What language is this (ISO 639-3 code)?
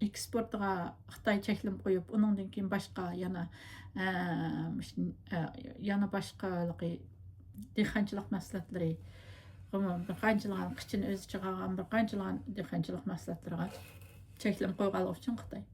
uig